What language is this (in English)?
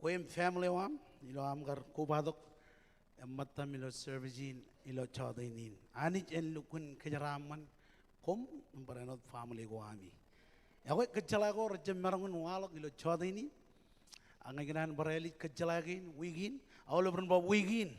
Marshallese